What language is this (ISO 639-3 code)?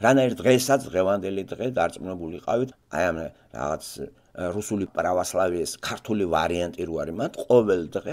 kat